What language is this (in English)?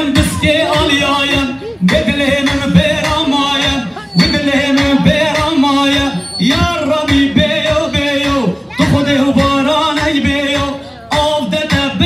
Kurdish